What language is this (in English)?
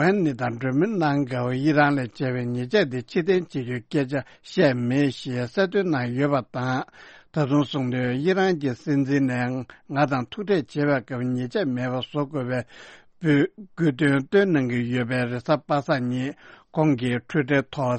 Tibetan